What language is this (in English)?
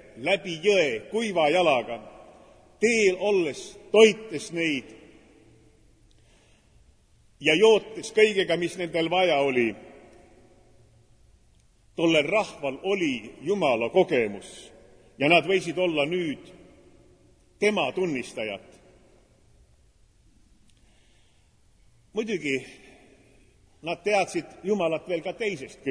Estonian